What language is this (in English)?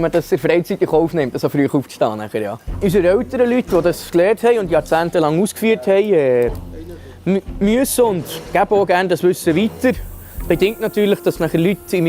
Swiss German